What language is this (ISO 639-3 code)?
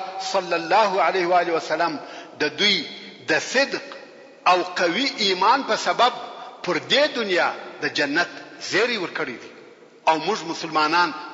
pus